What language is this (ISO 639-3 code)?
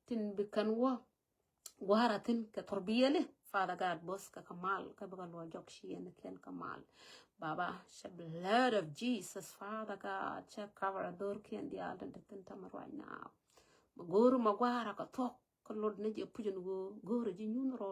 nus